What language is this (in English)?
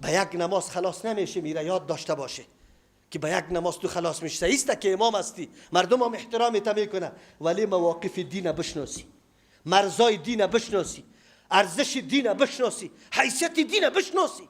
Persian